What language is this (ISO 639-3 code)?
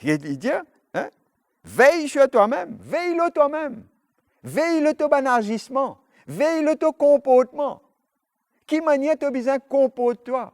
mfe